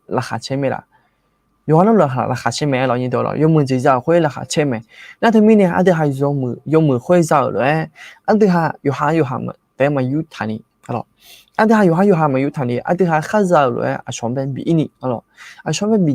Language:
Akha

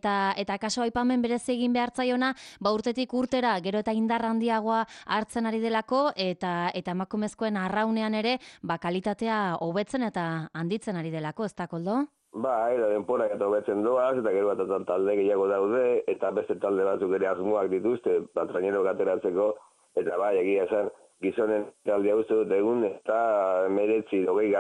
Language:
Basque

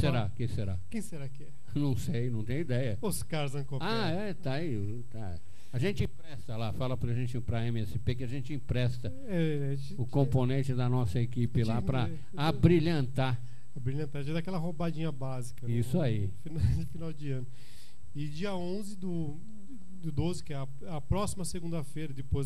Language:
Portuguese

